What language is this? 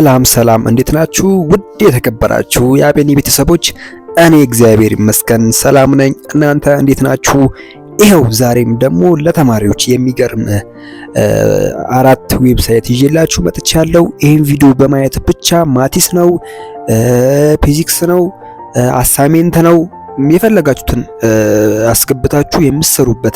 Amharic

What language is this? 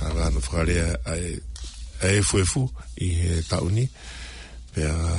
Tongan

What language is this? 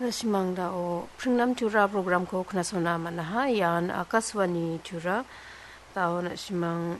Garo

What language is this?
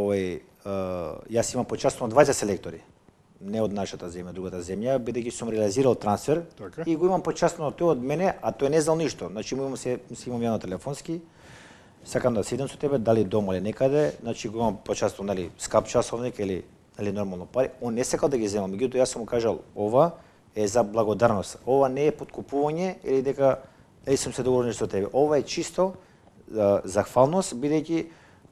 Macedonian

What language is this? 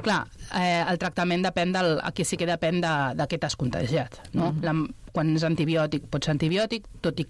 Catalan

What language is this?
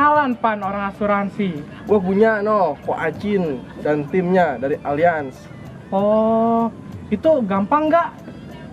Betawi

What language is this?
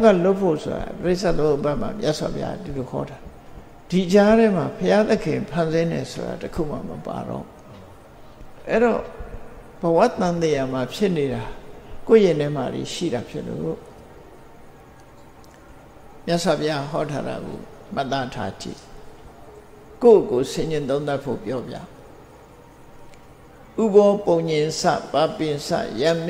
Burmese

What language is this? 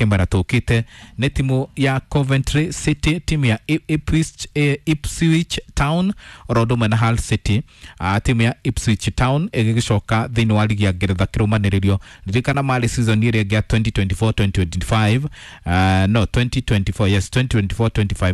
Kikuyu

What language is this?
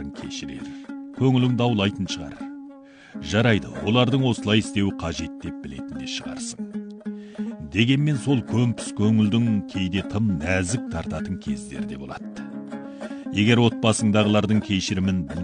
Kazakh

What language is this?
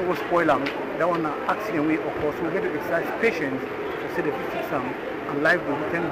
Cameroon Pidgin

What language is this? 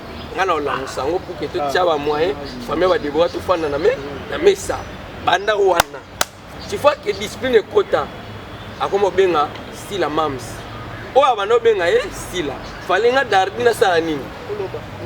Lingala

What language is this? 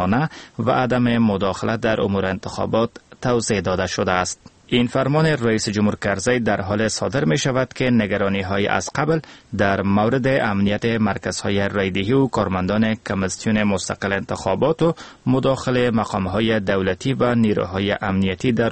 Persian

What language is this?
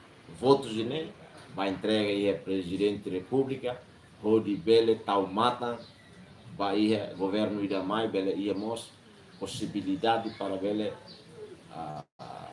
Tetum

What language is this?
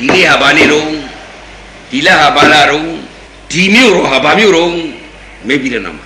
Burmese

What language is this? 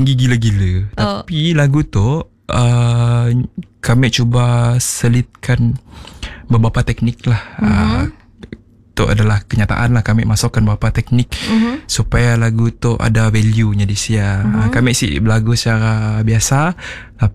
Malay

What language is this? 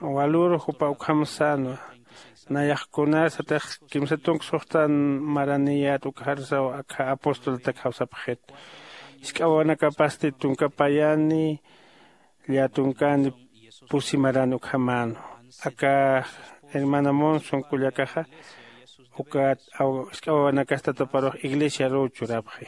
Aymara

